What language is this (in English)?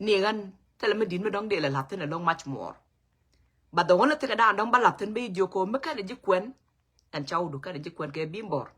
Nuer